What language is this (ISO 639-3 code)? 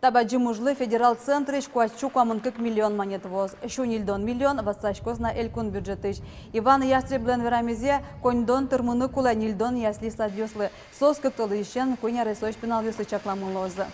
udm